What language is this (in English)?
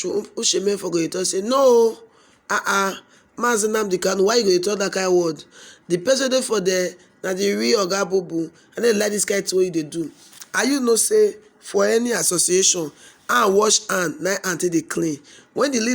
Nigerian Pidgin